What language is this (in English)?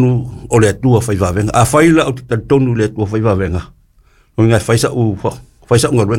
Samoan